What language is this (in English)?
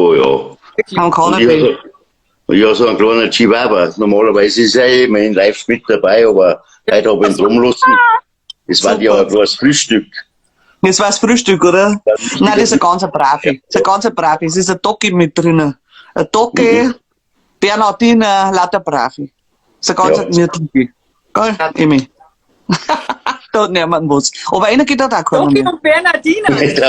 Bavarian